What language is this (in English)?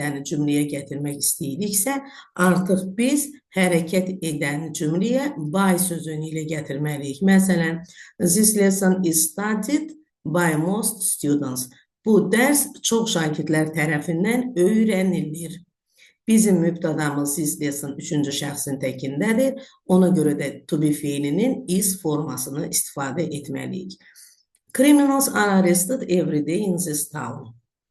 Azerbaijani